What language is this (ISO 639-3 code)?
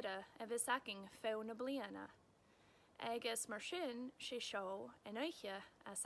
gla